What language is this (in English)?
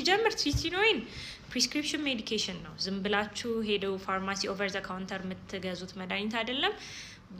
Amharic